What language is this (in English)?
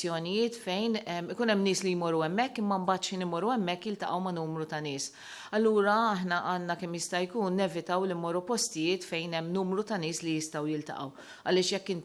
Maltese